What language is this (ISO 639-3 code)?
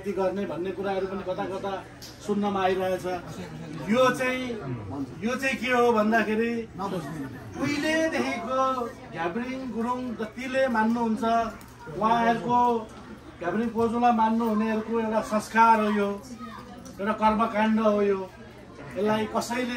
nep